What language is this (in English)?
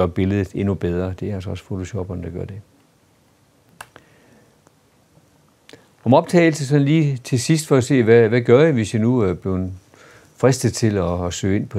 Danish